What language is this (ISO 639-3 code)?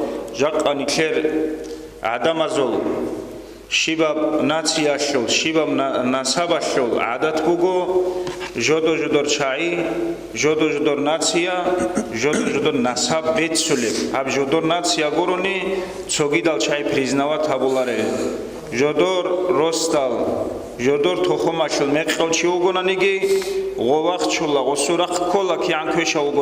ava